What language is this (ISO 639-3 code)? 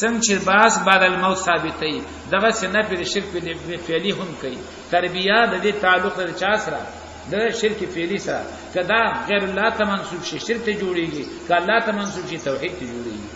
pus